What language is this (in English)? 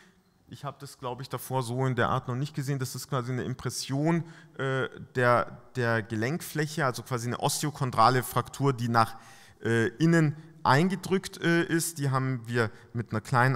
German